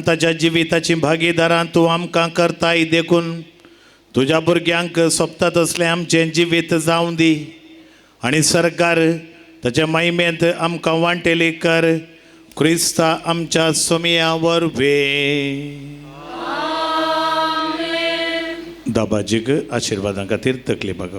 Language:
Konkani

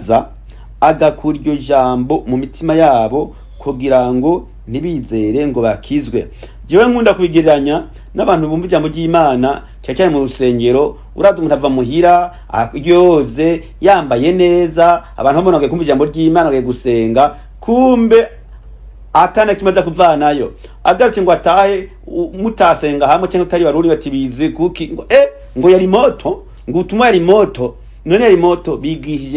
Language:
Rundi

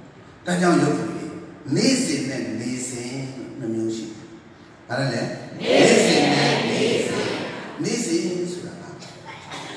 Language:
Burmese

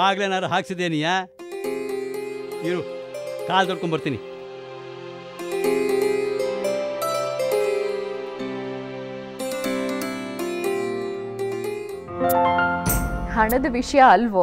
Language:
Kannada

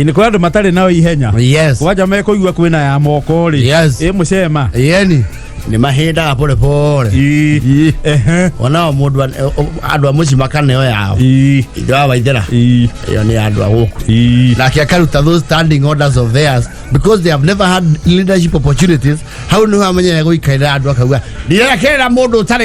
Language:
Kikuyu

